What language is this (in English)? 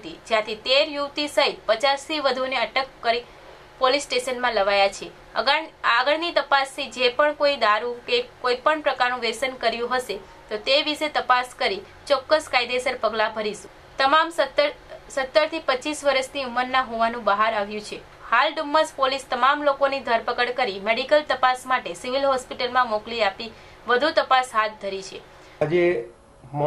Gujarati